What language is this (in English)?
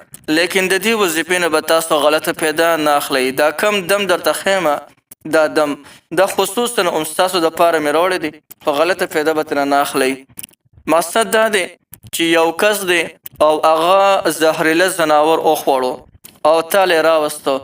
Pashto